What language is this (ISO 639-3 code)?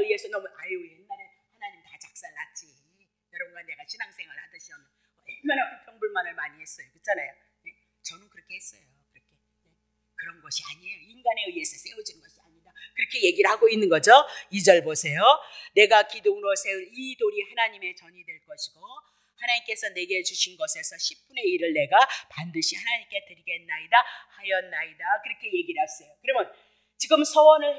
kor